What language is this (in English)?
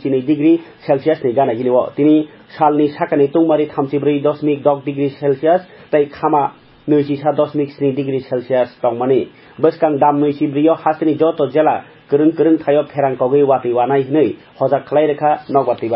Kok Borok